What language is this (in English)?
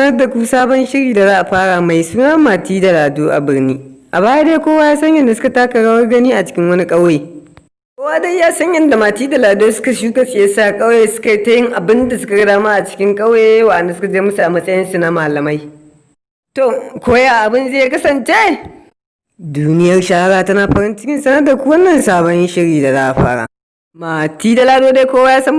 Hausa